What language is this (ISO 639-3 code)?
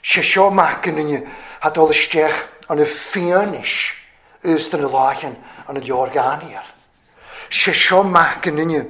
cym